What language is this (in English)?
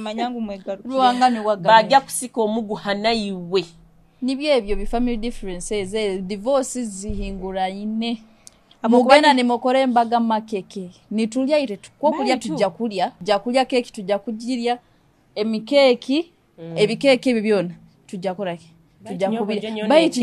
Nyoro